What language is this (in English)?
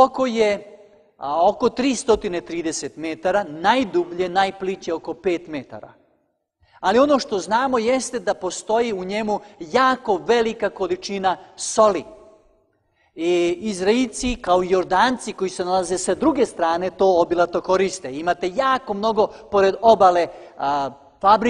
Serbian